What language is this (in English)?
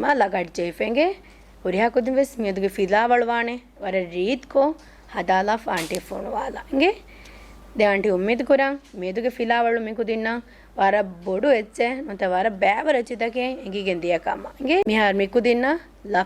Divehi